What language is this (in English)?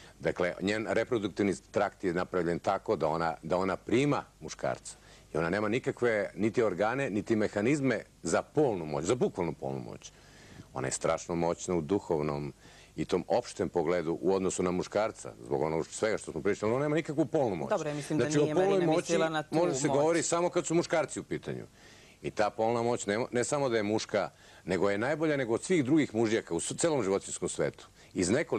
Serbian